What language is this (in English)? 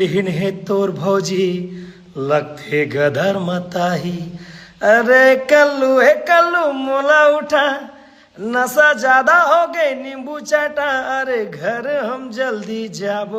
Chhattisgarhi